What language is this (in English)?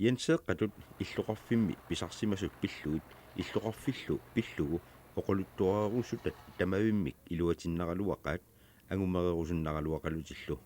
Kalaallisut